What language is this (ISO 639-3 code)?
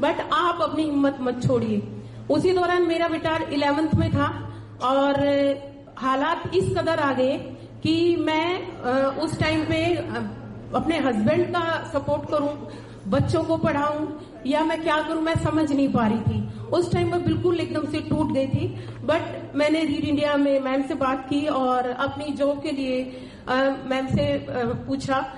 hin